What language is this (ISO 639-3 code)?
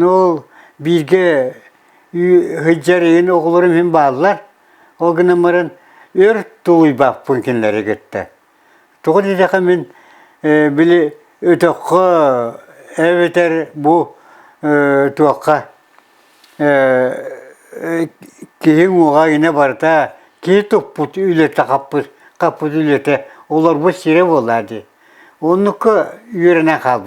sah